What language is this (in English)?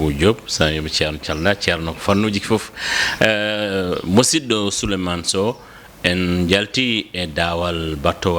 Fula